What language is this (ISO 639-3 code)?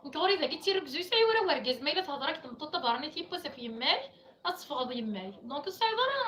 kab